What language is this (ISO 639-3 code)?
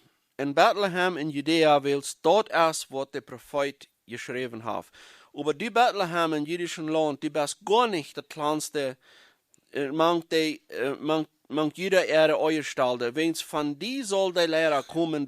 pdt